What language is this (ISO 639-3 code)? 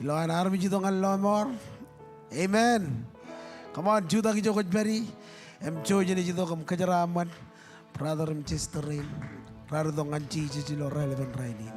mah